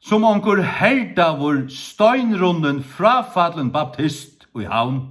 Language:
Faroese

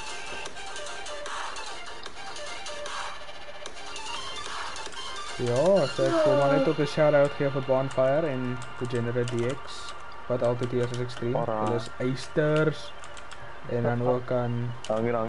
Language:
Afrikaans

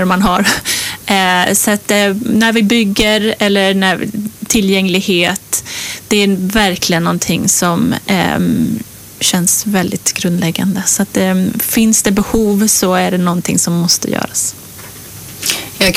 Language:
Swedish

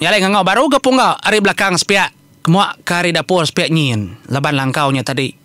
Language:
Iban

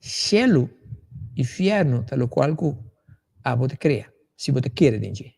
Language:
Papiamento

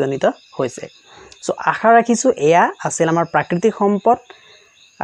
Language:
Assamese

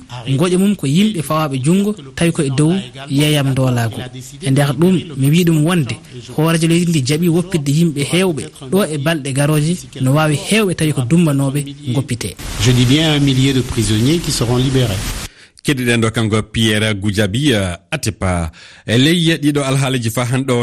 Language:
Fula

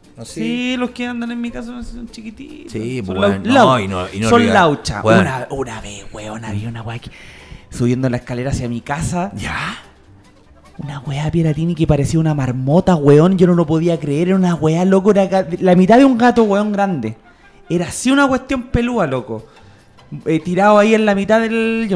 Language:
Spanish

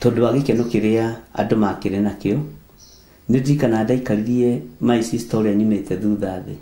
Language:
Kikuyu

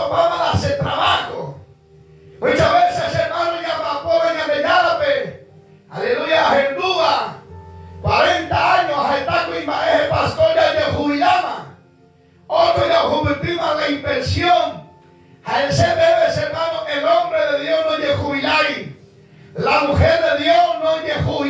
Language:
Guarani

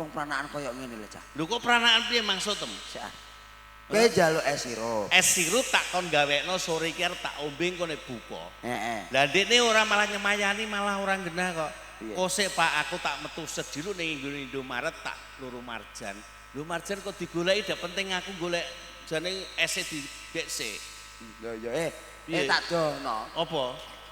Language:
Javanese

